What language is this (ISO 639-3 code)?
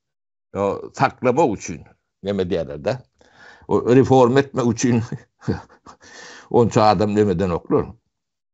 tuk